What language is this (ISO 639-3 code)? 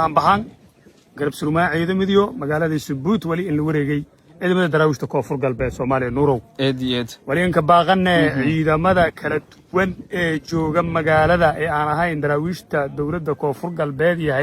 som